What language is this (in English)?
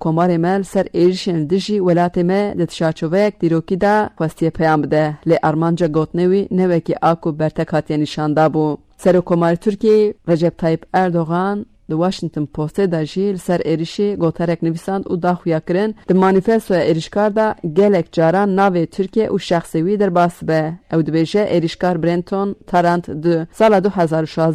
Kurdish